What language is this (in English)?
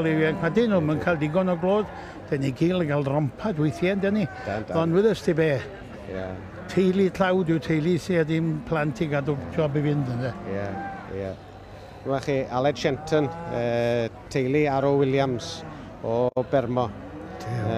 Welsh